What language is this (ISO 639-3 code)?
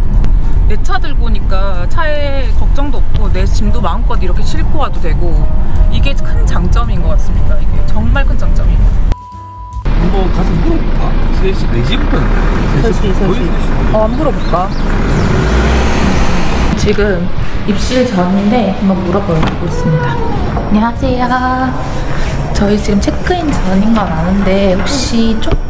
kor